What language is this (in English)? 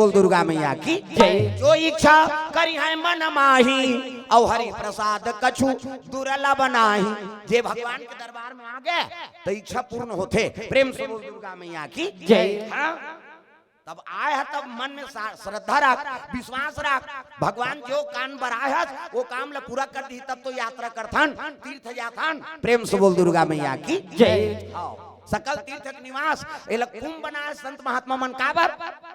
Chhattisgarhi